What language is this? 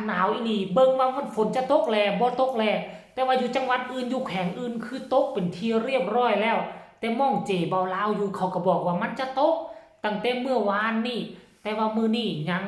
Northeastern Thai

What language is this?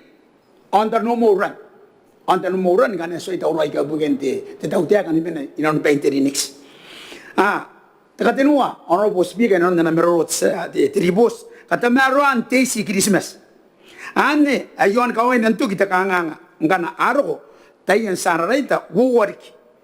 Gilbertese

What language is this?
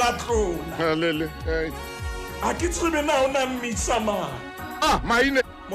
Southern Sotho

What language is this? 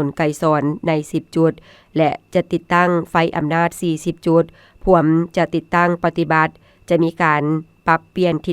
Lao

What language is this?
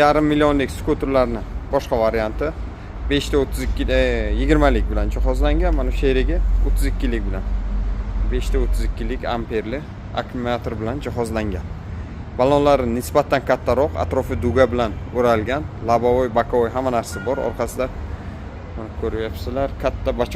Uzbek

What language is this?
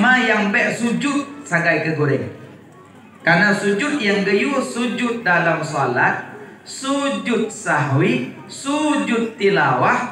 Achinese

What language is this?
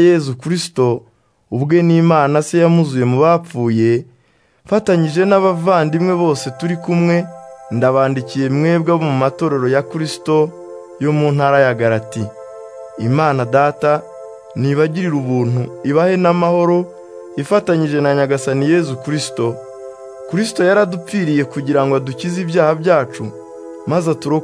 Kinyarwanda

